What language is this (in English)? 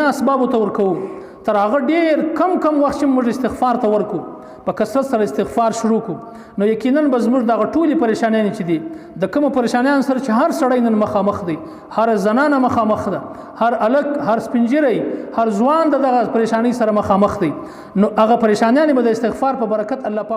Pashto